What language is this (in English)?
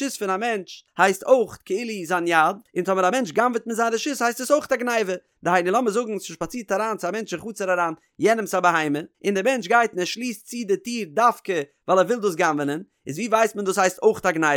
Yiddish